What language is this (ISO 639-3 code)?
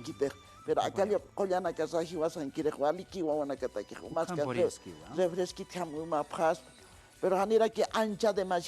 aym